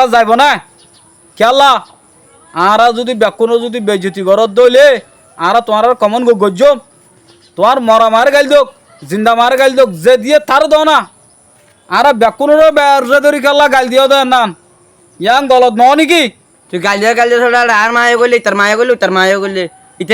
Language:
Rohingya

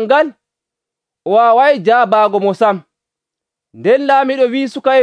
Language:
Nigerian Fulfulde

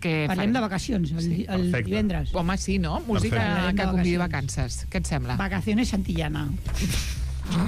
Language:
Catalan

